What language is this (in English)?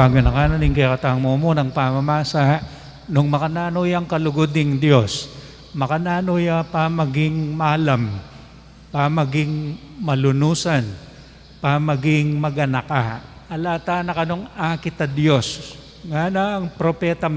Pampanga